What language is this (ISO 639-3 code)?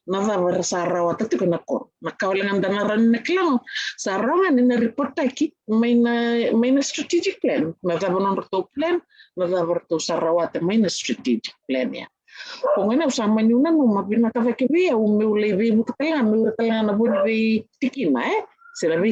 fij